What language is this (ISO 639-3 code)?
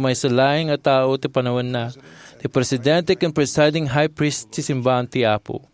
ilo